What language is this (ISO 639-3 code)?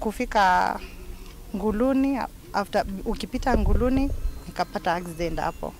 kam